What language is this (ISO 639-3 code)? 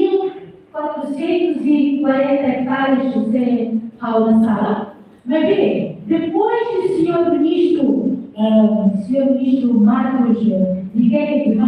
tet